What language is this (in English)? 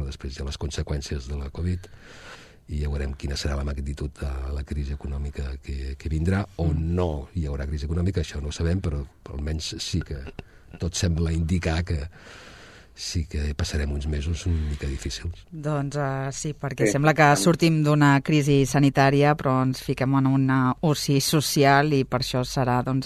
Catalan